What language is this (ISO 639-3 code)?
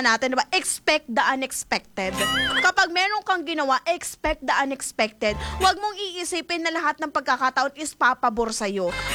fil